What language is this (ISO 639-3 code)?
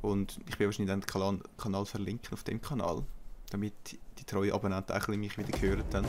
gsw